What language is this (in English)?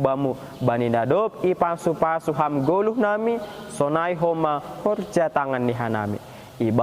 Batak Simalungun